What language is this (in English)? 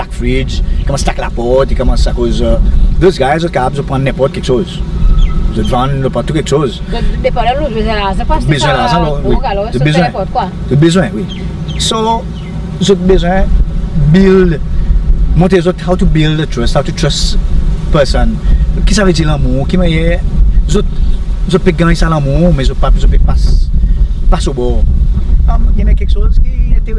Seselwa Creole French